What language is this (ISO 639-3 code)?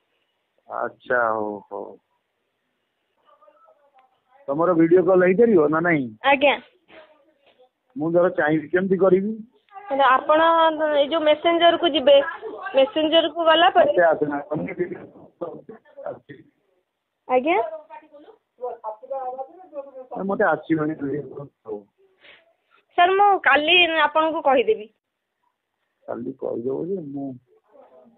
ori